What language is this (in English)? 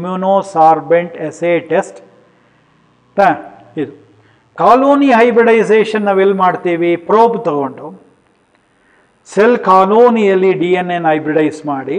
Kannada